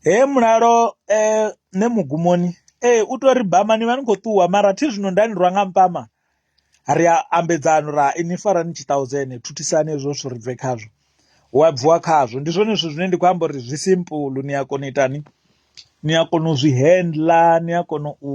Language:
Venda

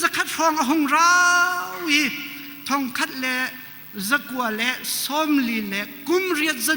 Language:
Hakha Chin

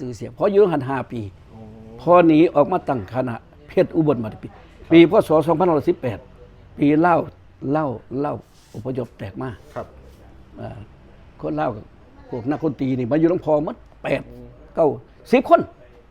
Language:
Northeastern Thai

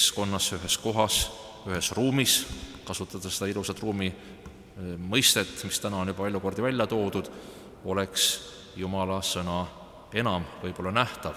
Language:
Estonian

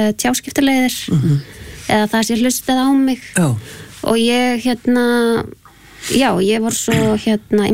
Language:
Icelandic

